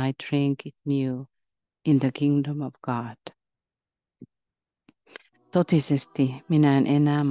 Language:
Finnish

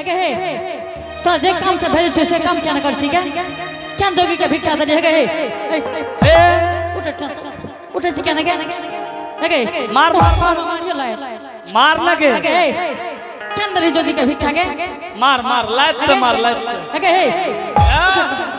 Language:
Angika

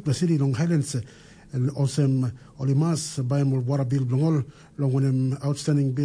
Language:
Tok Pisin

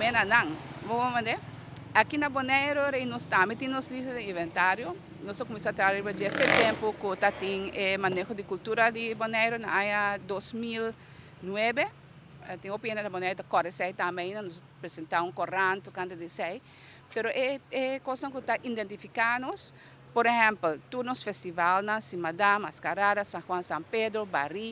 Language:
Papiamento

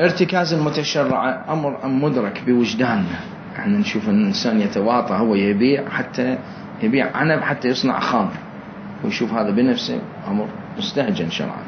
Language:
Mesopotamian Arabic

